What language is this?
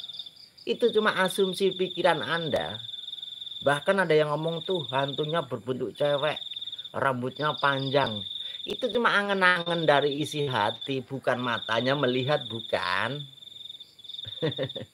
Indonesian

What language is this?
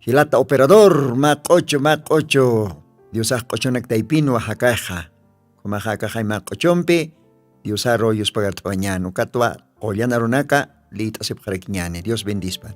Aymara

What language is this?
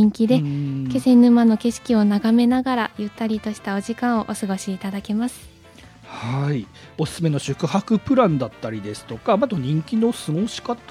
Japanese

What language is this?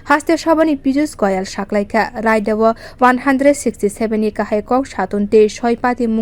Kok Borok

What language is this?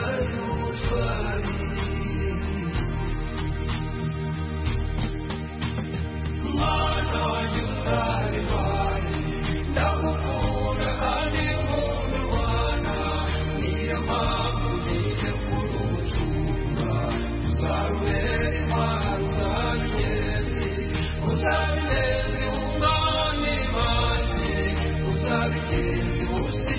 Kinyarwanda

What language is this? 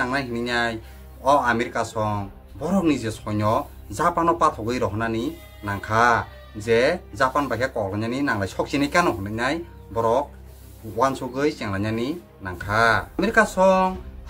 Kok Borok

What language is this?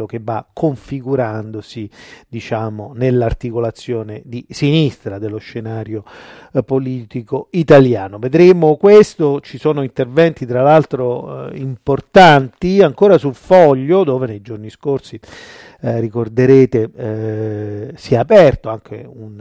Italian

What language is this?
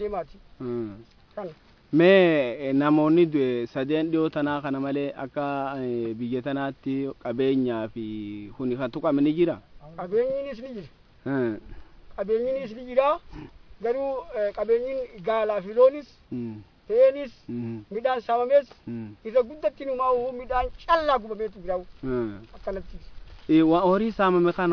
Oromo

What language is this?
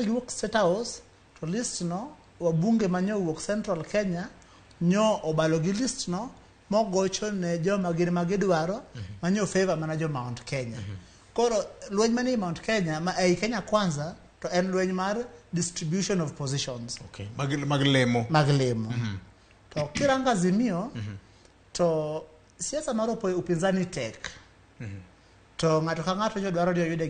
Luo (Kenya and Tanzania)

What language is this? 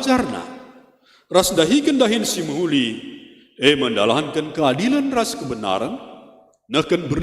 Batak Karo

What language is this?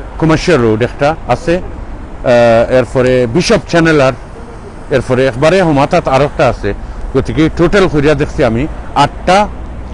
Sylheti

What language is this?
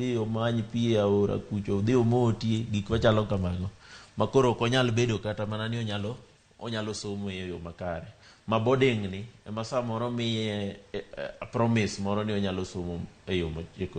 Luo (Kenya and Tanzania)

